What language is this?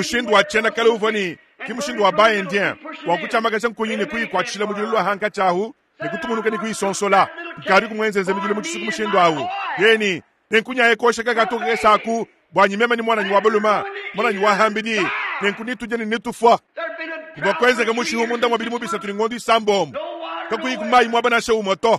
Luba-Lulua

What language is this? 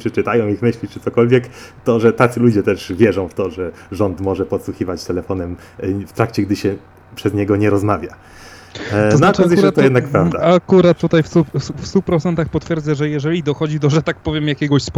Polish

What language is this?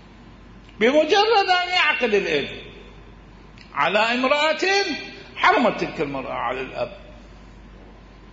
Arabic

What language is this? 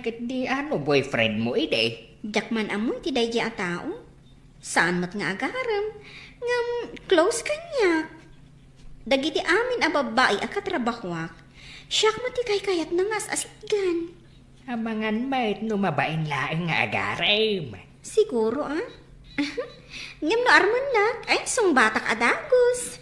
Iloko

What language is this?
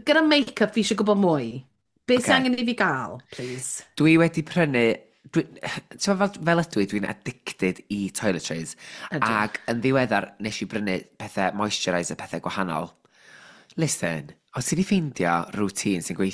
Welsh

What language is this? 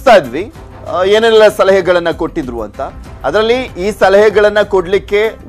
Kannada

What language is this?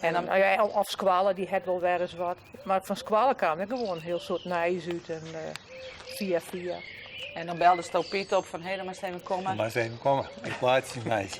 Western Frisian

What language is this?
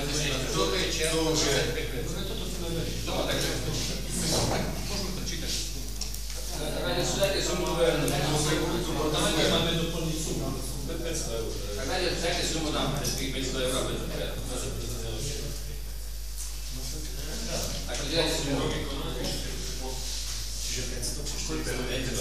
Slovak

